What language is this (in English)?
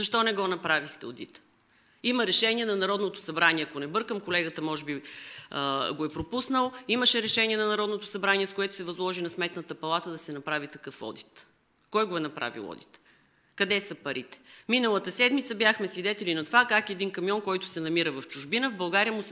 Bulgarian